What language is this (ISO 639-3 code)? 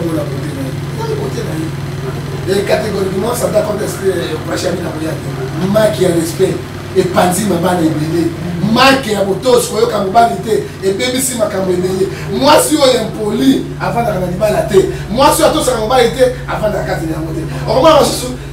lin